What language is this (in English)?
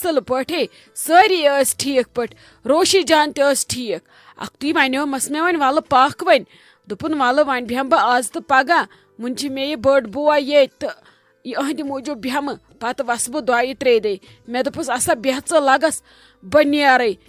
Kashmiri